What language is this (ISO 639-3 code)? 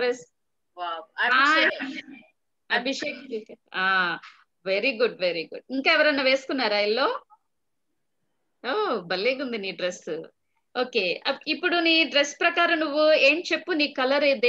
tel